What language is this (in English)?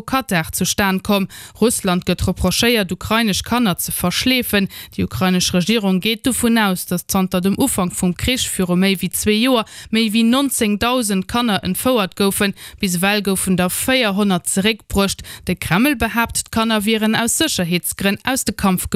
Luxembourgish